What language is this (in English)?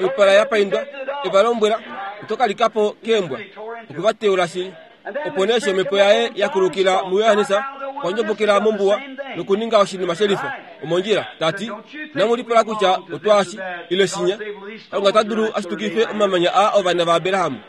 Kuanyama